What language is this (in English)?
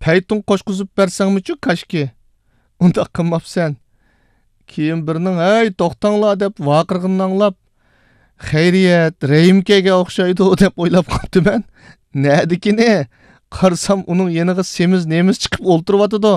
Uyghur